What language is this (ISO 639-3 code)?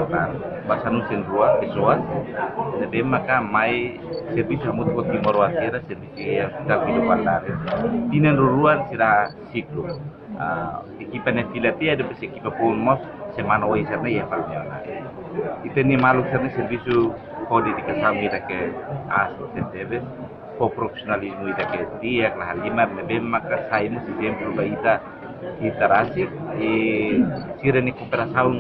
tet